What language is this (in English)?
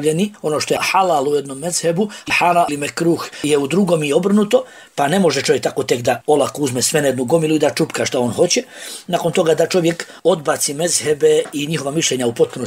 Bosnian